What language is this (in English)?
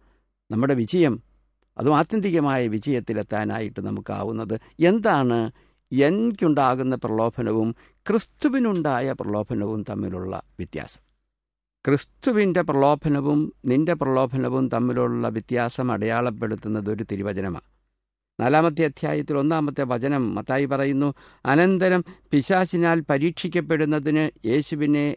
Malayalam